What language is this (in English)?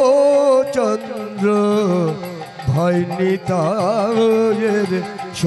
Bangla